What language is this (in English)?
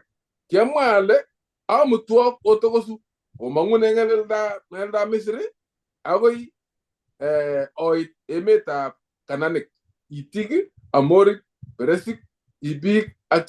Kalenjin